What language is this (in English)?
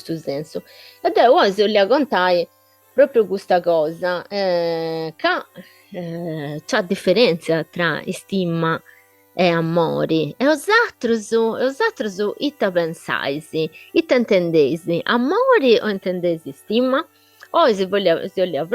Sardinian